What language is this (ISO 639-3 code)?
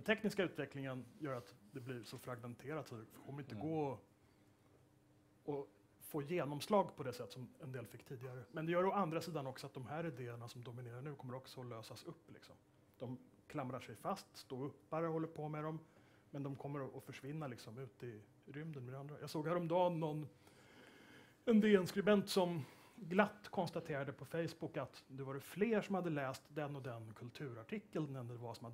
swe